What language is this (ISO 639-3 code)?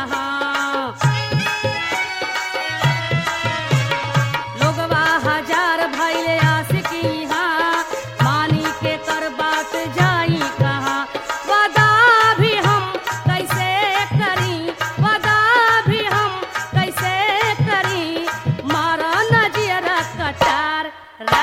bho